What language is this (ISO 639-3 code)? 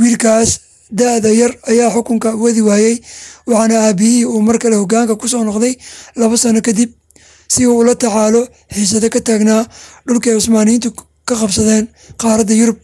som